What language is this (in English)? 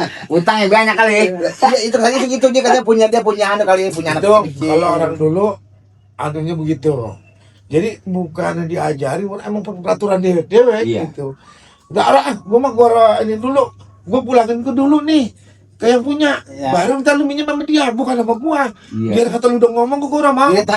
Betawi